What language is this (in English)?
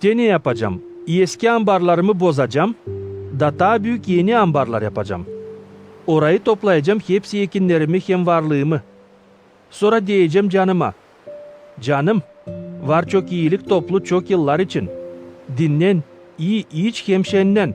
Gagauz